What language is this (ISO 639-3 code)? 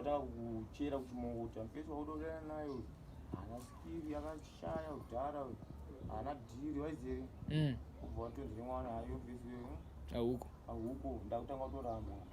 sna